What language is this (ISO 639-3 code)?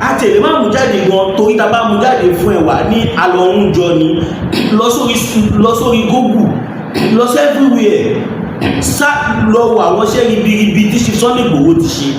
yor